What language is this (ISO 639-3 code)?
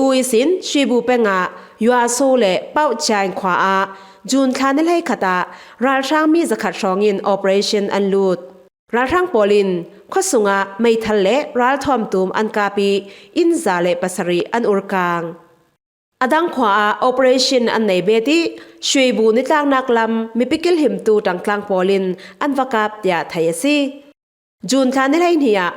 cfm